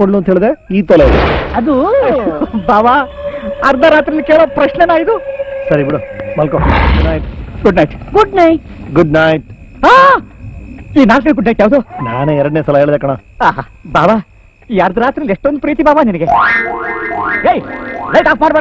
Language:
Kannada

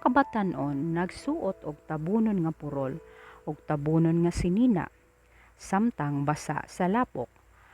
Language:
Cebuano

